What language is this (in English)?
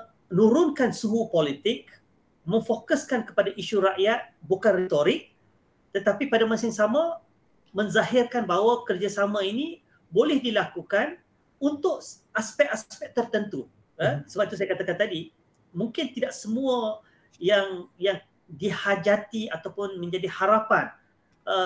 Malay